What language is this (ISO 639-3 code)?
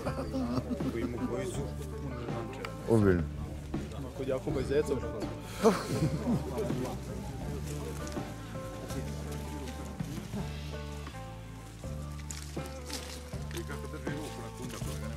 srp